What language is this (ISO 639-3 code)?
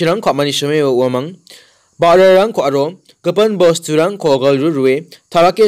grt